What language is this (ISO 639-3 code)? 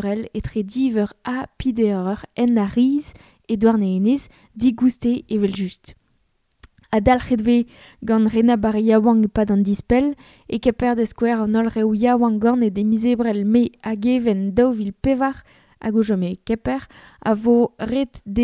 bre